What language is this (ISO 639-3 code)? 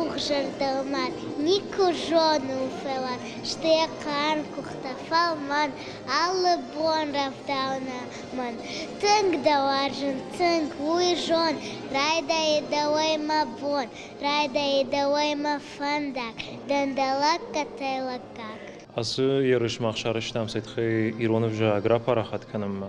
oss